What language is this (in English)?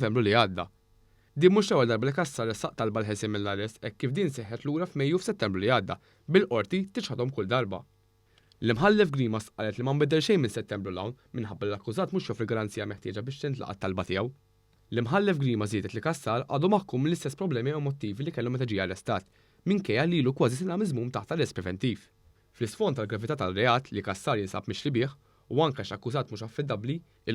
Maltese